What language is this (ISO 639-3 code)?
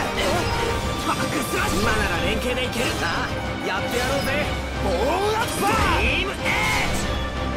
jpn